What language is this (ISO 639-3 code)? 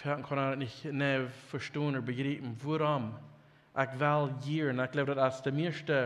pdt